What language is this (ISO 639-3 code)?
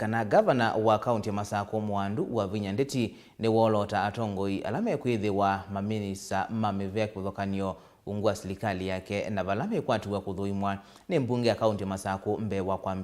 kam